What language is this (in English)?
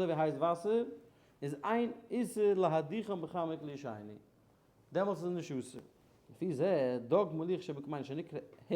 Yiddish